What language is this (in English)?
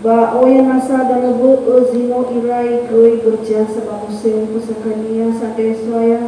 Nias